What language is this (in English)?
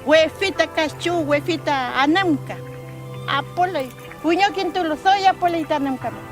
Mapuche